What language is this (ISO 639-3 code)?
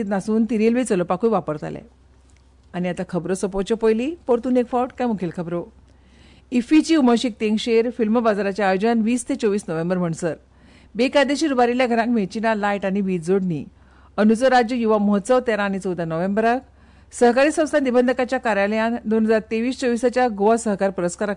kok